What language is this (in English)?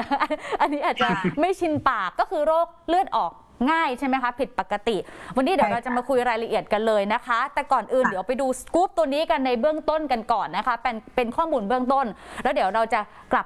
Thai